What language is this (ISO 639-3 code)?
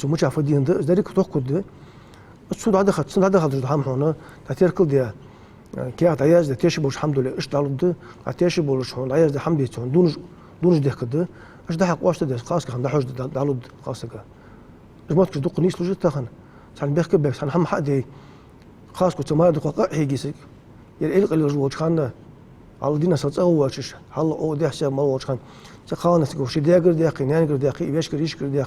inh